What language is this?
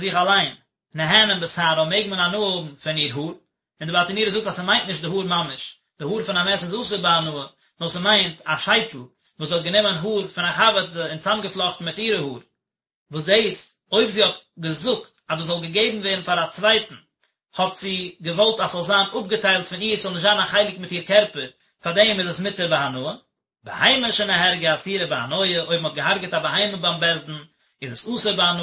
Yiddish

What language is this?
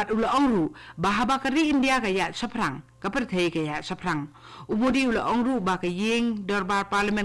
Khasi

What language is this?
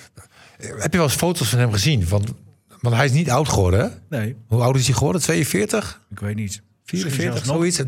Dutch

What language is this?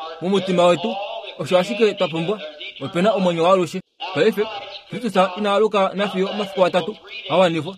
Kuanyama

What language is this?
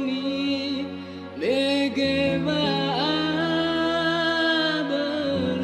Nias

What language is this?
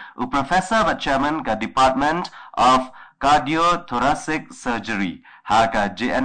Khasi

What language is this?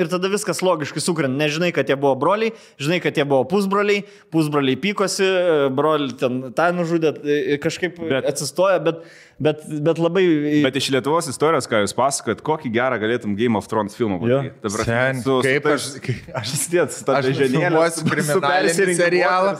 Lithuanian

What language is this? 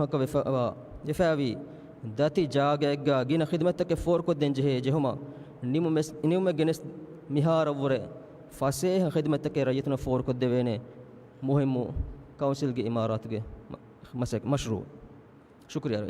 Divehi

